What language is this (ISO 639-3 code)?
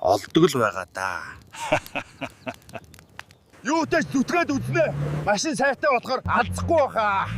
mon